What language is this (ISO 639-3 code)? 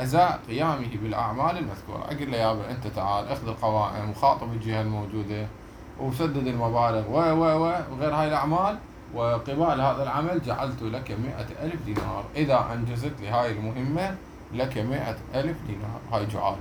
acm